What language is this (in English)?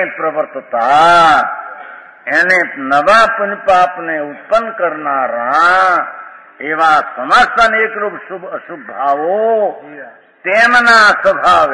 Gujarati